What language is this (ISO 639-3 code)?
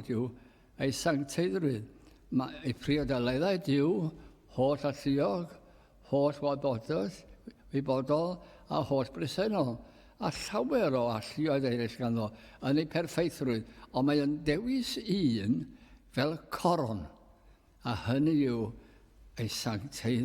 cym